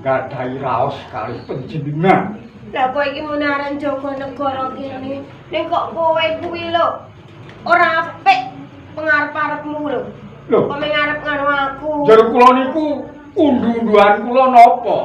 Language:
Javanese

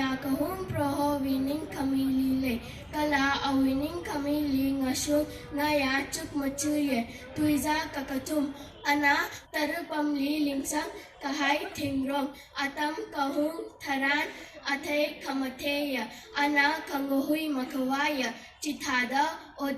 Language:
Tangkhul Naga (India)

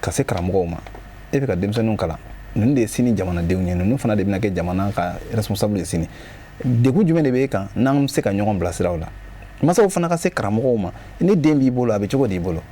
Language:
Bambara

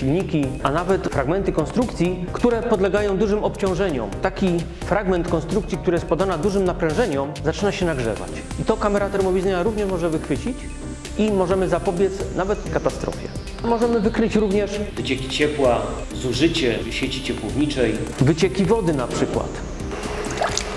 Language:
Polish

